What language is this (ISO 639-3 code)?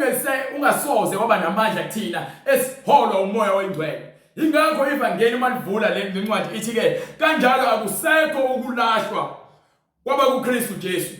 zul